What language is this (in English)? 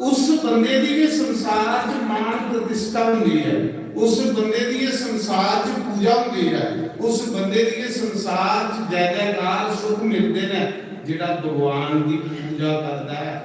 Dogri